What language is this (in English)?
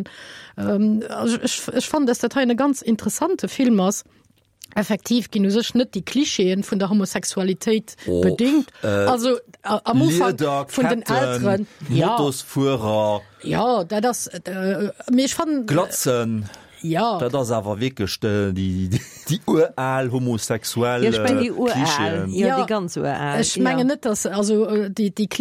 Luxembourgish